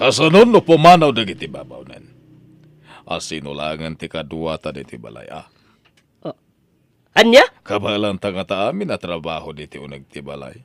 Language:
Iloko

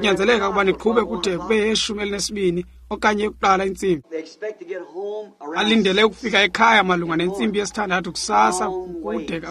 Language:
Xhosa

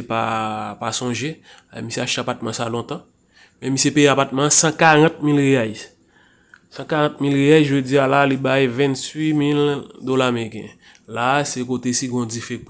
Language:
Haitian Creole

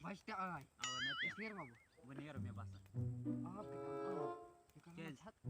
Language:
Kashmiri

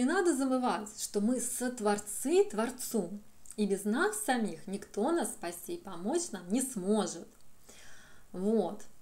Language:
Russian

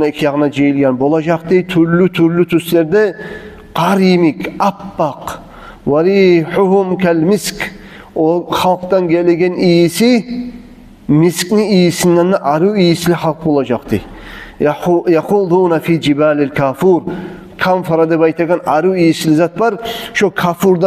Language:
Kumyk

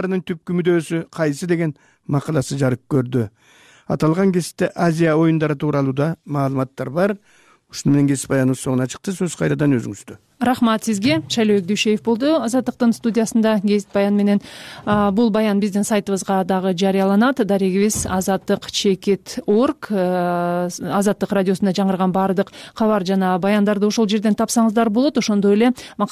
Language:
Kyrgyz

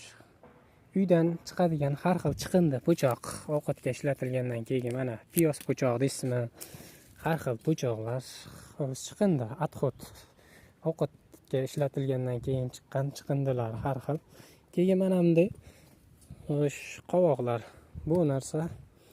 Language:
Uzbek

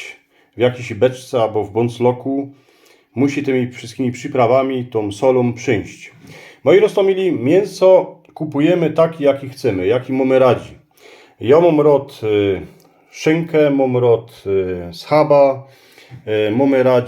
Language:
Silesian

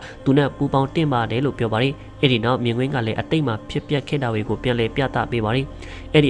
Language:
Burmese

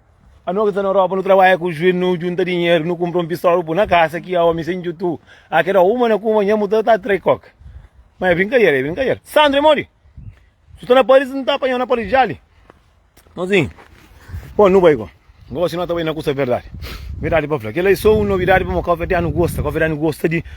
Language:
Kabuverdianu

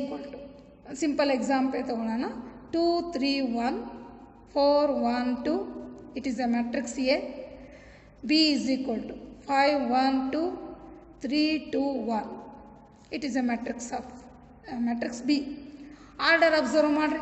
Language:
Kannada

